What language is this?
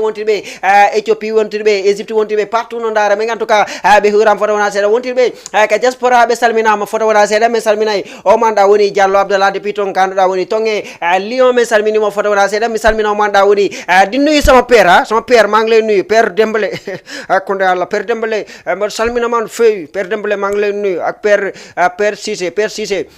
Fula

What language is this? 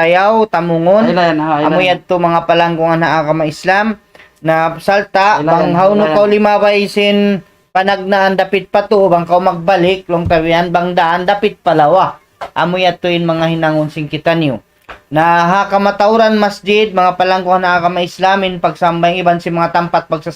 Tausug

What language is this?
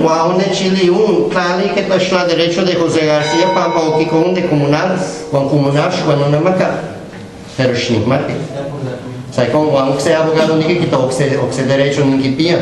Guerrero Nahuatl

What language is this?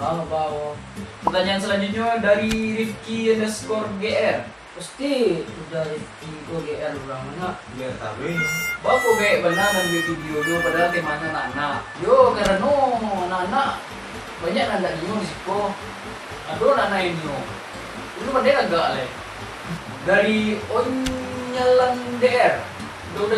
Minangkabau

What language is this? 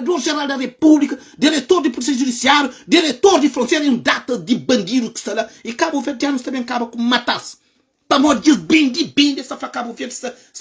Kabuverdianu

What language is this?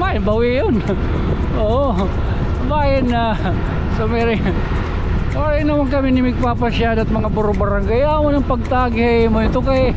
Waray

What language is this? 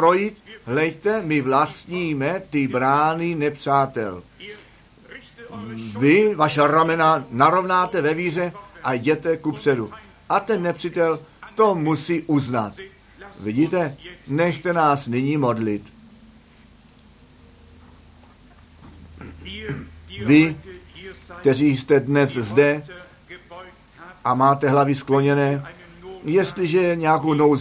Czech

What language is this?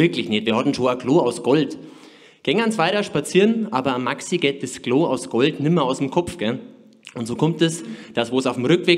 Bavarian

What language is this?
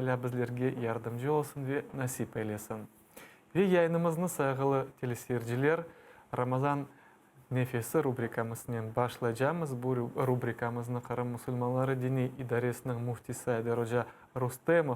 Crimean Tatar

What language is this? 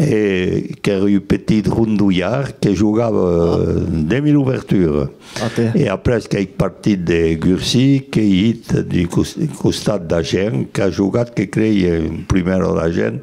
Occitan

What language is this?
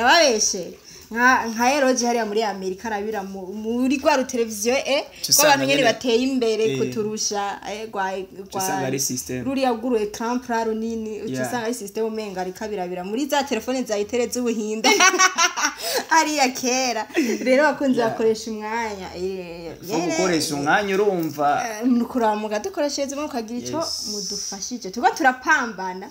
Rundi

